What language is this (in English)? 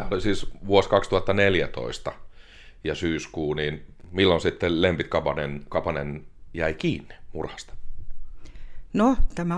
Finnish